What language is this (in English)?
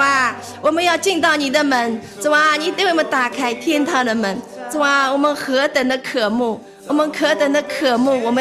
Chinese